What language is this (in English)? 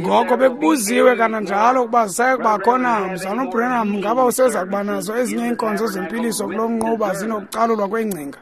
Xhosa